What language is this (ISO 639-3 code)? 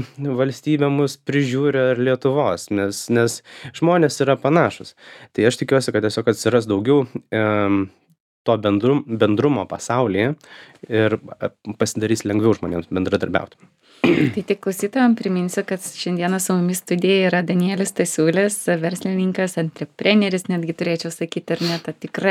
lit